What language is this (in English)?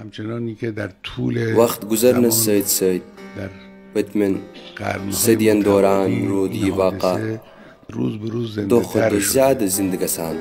Kashmiri